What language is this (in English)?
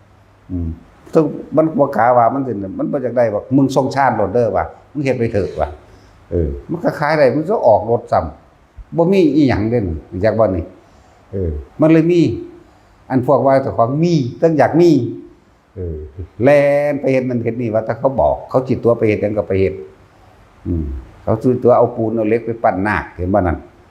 Northeastern Thai